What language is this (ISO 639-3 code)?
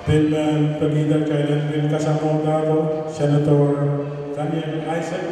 pon